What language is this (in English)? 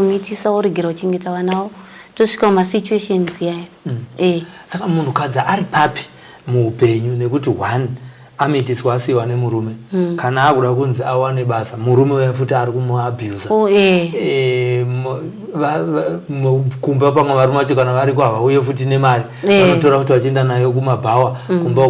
Shona